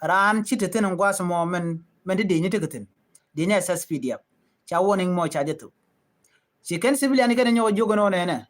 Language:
Nuer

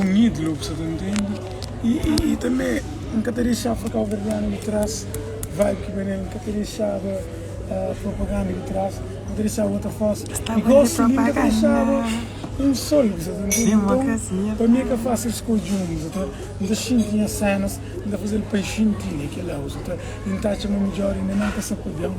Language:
Kabuverdianu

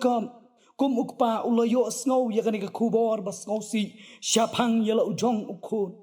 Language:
Khasi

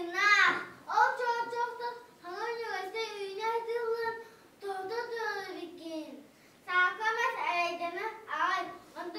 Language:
Yakut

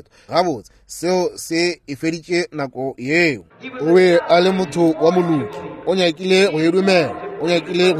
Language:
Northern Sotho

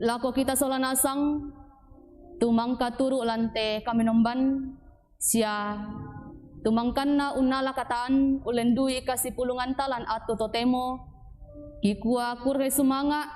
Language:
Toraja-Sa'dan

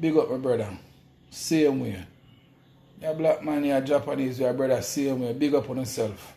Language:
Jamaican Creole English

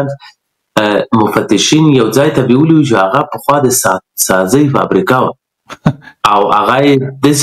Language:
Pashto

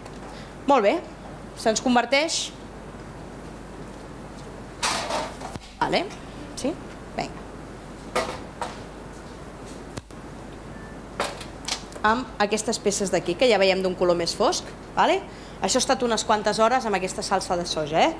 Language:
Catalan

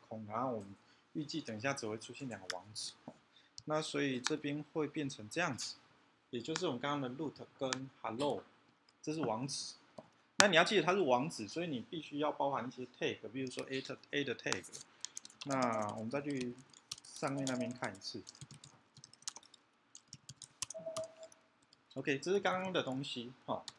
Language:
Chinese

